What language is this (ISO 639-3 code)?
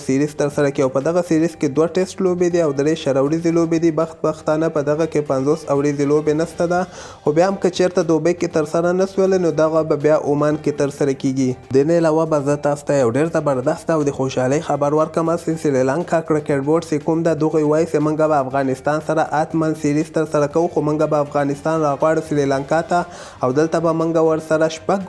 pus